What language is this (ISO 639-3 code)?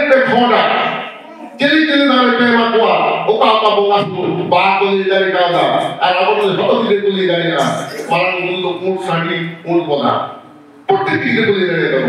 sat